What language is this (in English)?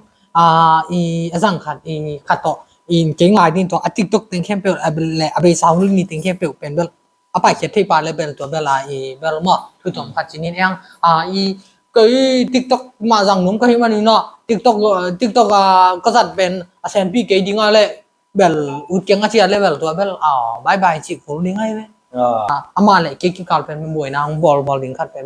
Tedim Chin